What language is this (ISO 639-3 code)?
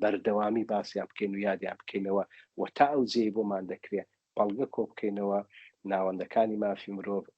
ckb